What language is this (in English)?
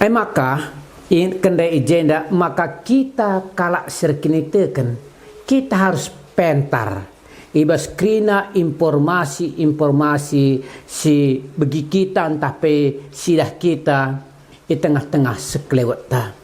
Batak Karo